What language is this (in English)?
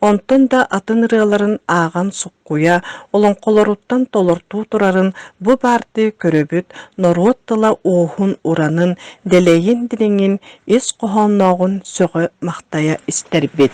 Yakut